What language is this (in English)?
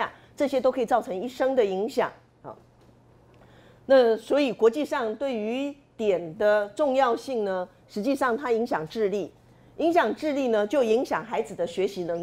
Chinese